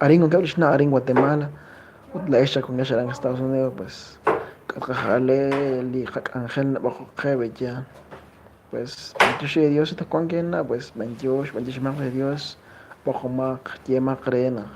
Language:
Kekchí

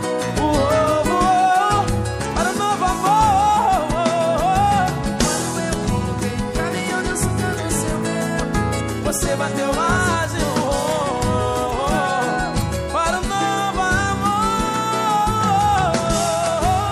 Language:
Portuguese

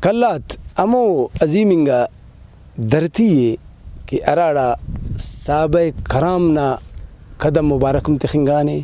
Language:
Brahui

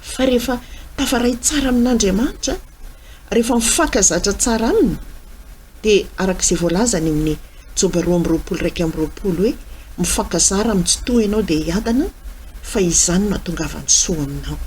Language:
Malagasy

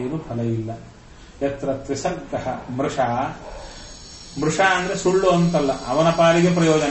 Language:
Kannada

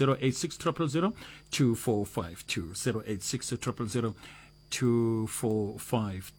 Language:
Northern Sotho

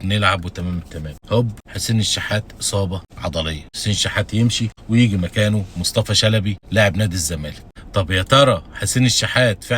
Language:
Egyptian Arabic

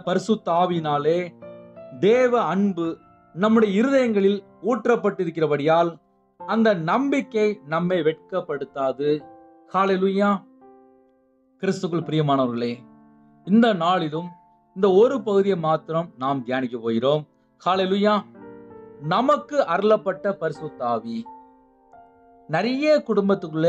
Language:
Tamil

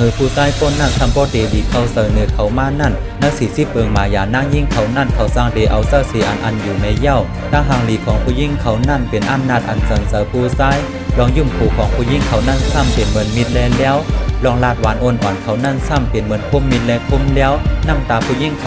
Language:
Shan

